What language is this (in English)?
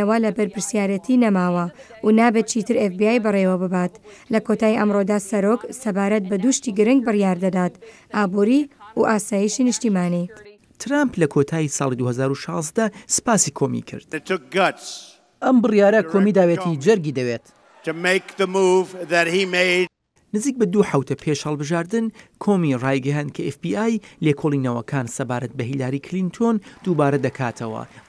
Central Kurdish